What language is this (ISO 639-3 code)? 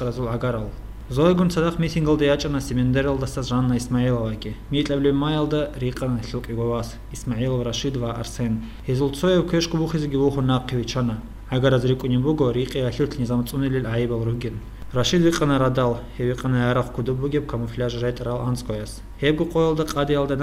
ava